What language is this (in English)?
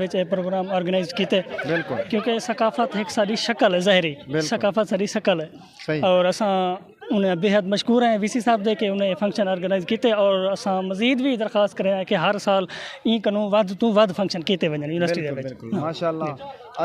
Saraiki